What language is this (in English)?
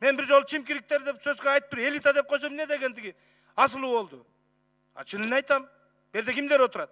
Kyrgyz